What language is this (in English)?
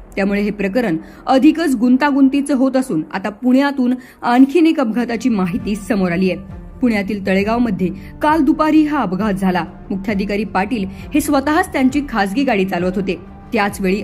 Marathi